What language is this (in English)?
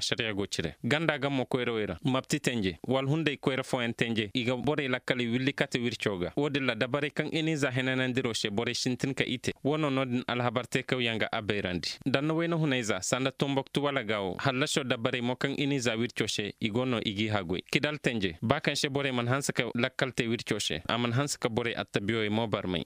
Zarma